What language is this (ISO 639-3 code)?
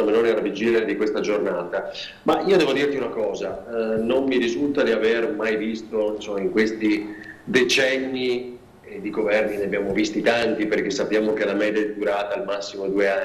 ita